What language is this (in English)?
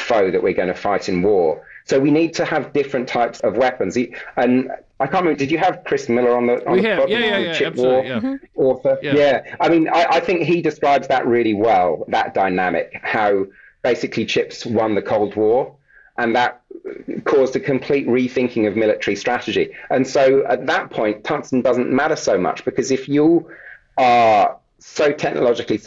English